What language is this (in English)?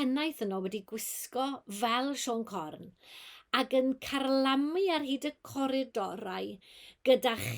Welsh